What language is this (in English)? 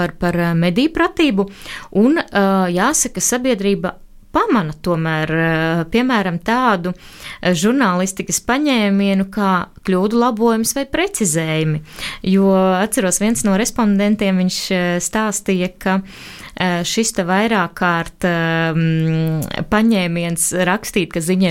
Latvian